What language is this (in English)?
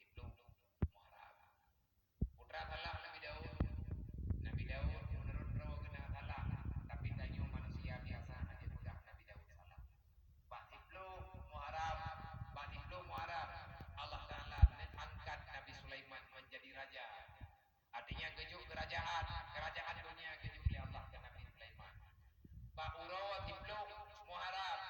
Achinese